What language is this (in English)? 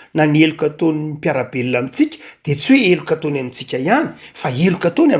Malagasy